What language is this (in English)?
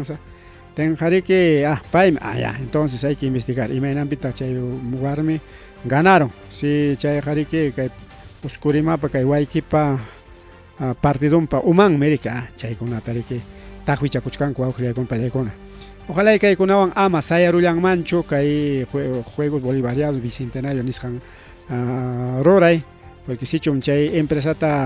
Ayacucho Quechua